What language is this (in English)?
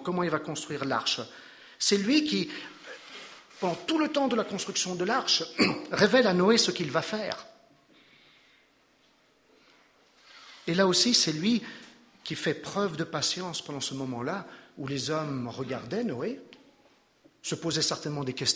French